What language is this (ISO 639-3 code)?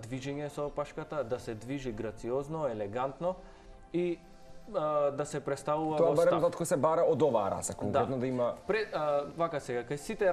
mkd